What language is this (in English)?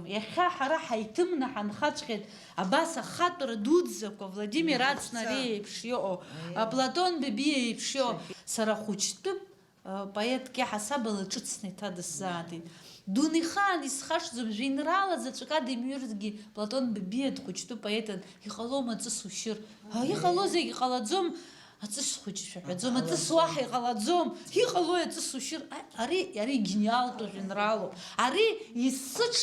Abkhazian